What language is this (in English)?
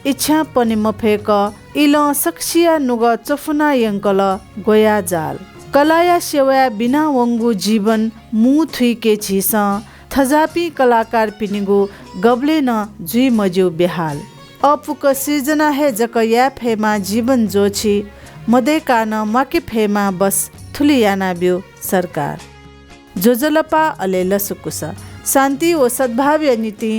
Newari